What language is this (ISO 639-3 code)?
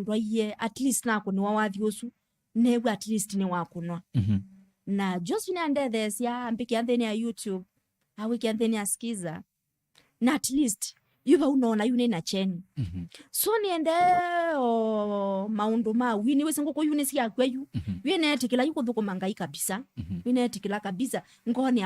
kam